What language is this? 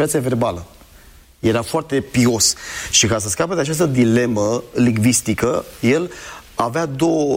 Romanian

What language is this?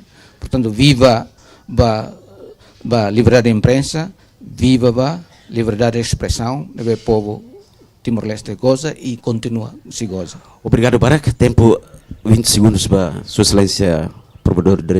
Tetum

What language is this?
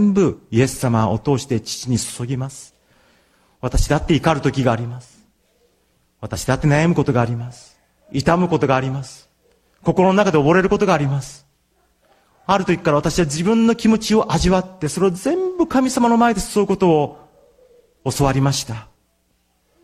Japanese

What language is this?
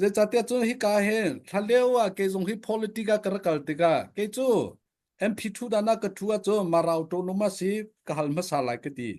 Hakha Chin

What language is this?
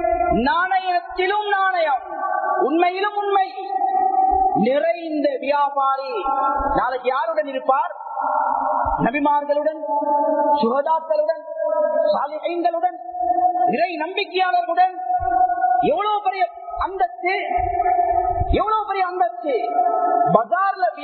Tamil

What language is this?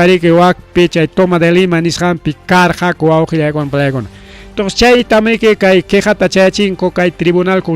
Ayacucho Quechua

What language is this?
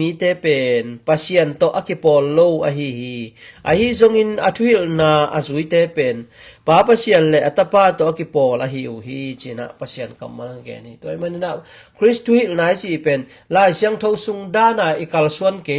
Tedim Chin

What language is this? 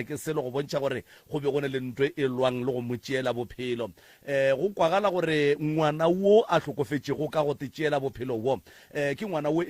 Northern Sotho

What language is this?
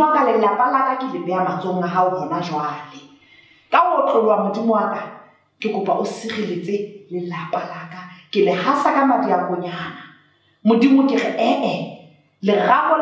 Southern Sotho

